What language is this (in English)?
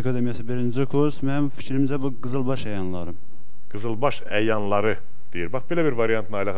Azerbaijani